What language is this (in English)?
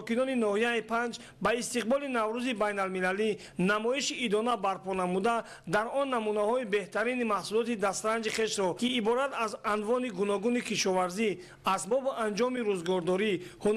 Tajik